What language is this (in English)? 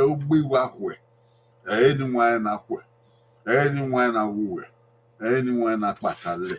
Bini